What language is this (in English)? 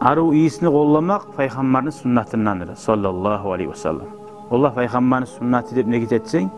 Kumyk